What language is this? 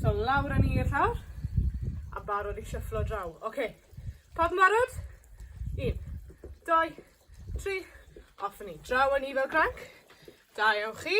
Welsh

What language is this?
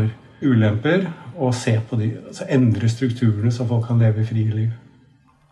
Norwegian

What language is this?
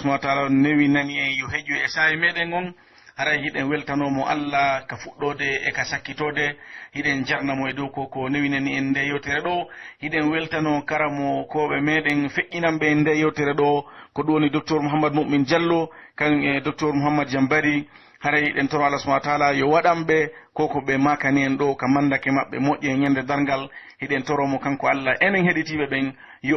Pular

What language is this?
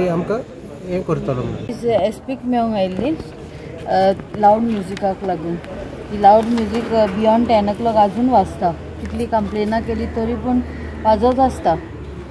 Konkani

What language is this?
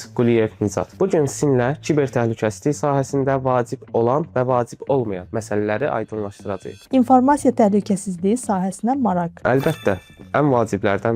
Azerbaijani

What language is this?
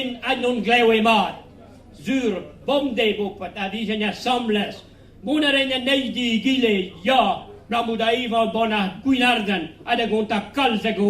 Breton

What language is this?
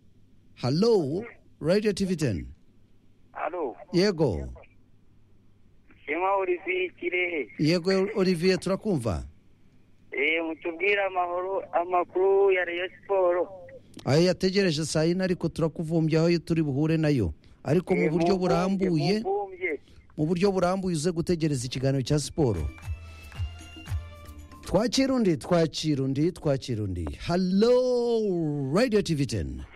Kinyarwanda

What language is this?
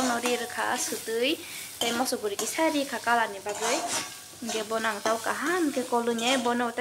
Kok Borok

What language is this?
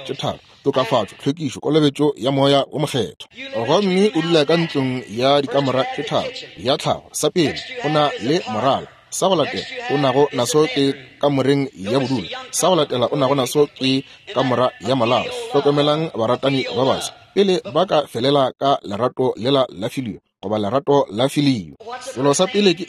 Northern Sotho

